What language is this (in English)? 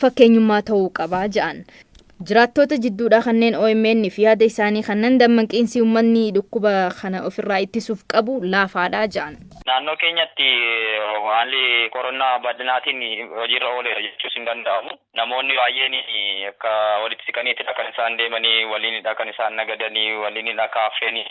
Oromo